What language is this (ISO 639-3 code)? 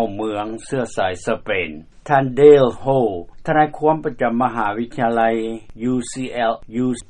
lao